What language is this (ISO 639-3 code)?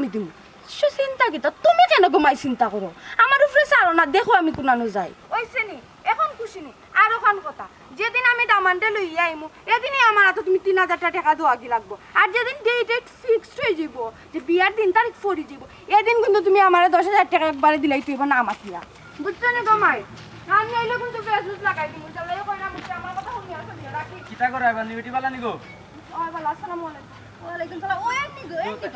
syl